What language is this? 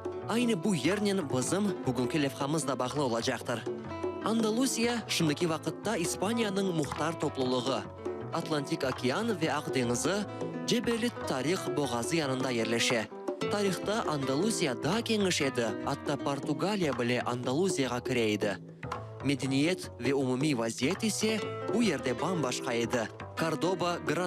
Crimean Tatar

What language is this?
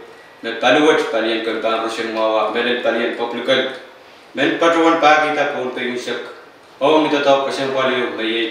Pohnpeian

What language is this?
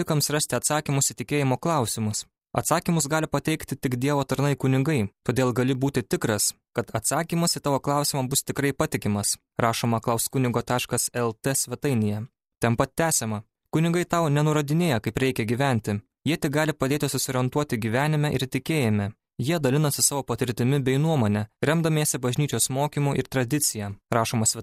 Lithuanian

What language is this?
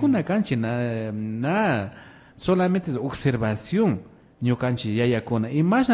Imbabura Highland Quichua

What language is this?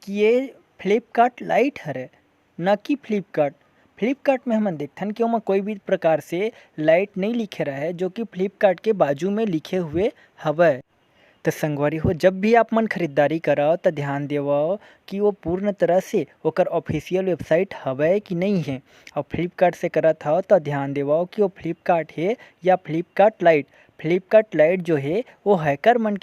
Chhattisgarhi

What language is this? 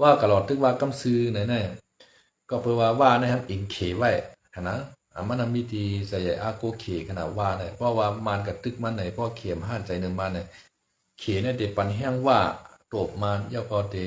Shan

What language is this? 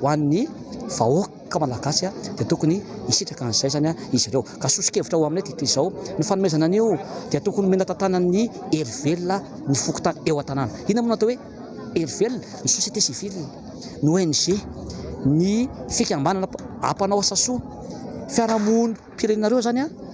Malagasy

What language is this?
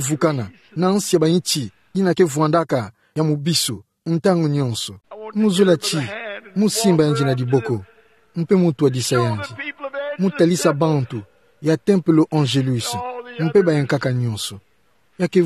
Kituba (Democratic Republic of Congo)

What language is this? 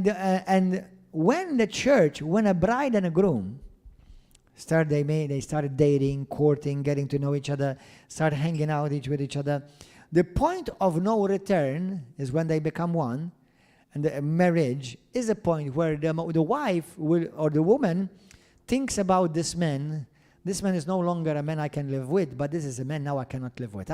English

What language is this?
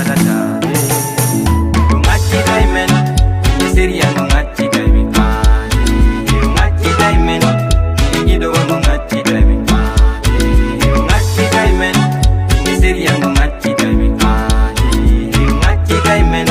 Fula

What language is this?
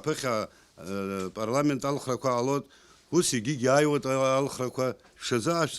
Abkhazian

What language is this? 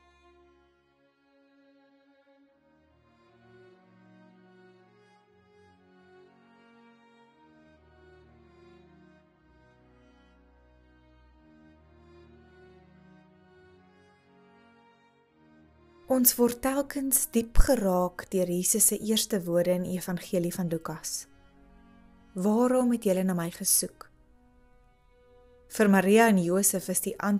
Afrikaans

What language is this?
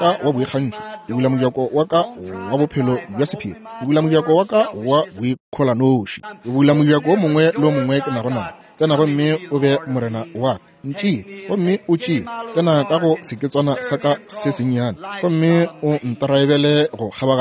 Northern Sotho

